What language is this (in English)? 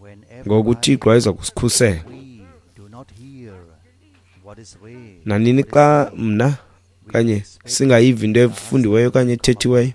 Xhosa